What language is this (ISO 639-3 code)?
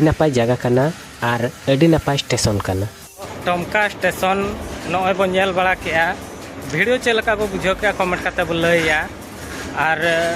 sat